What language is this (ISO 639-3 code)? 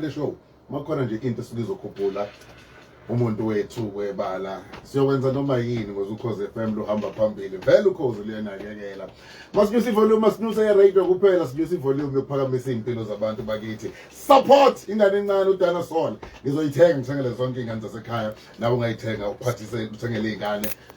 zul